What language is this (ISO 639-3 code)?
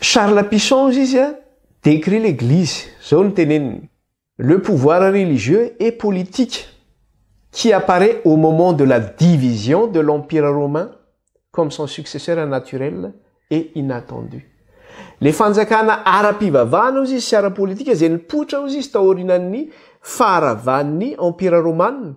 mlg